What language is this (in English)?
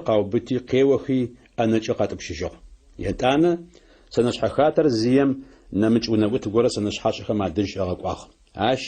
Adyghe